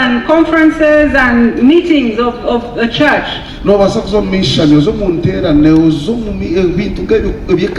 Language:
Nyankole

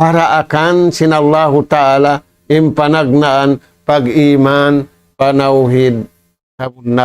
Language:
Tausug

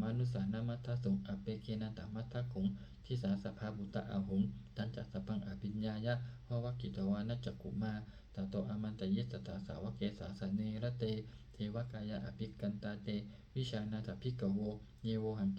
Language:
Pali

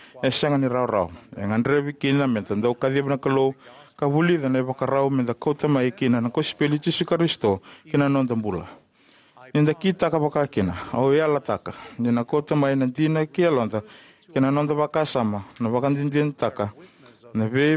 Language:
Fijian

